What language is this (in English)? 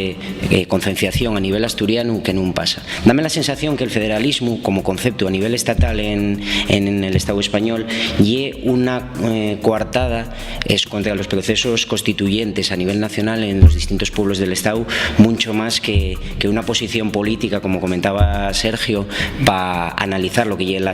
Asturian